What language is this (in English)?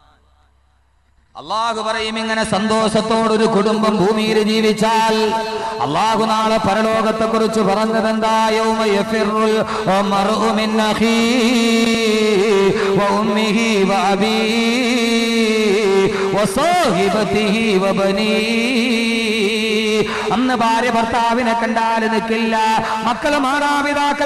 Malayalam